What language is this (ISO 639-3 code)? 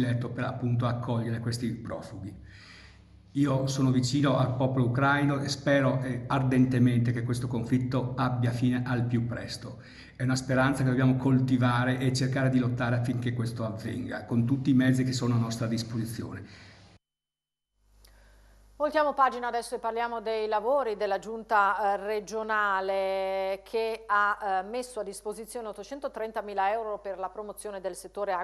ita